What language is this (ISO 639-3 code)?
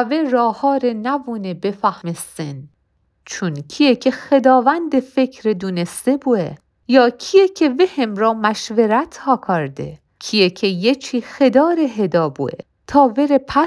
mzn